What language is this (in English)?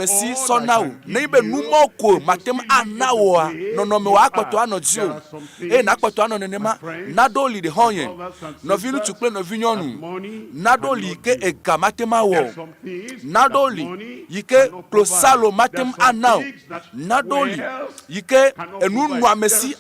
Ewe